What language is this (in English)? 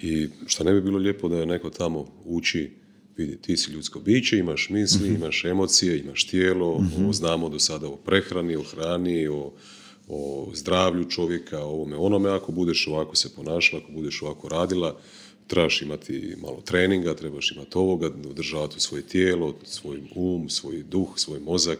Croatian